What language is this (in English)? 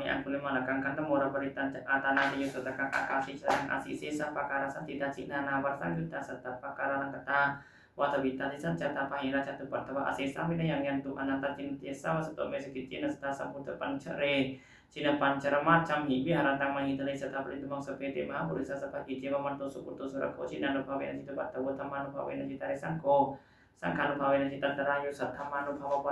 Pali